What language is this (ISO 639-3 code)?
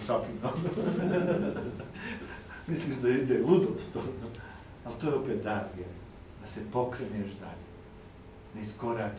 hrv